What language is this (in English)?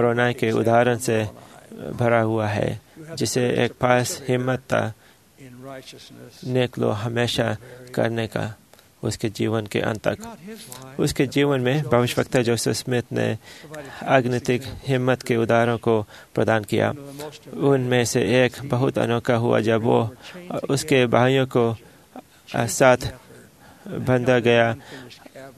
Hindi